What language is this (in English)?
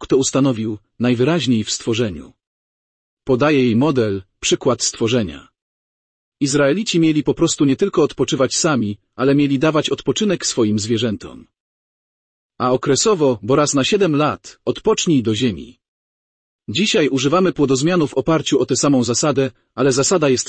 Polish